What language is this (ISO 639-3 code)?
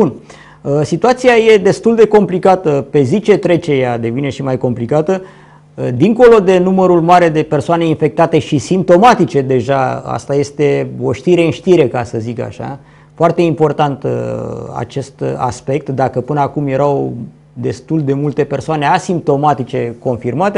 ron